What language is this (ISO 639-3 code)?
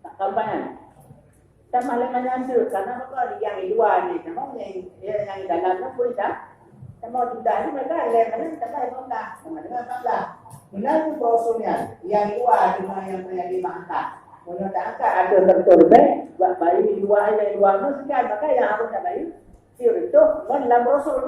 ace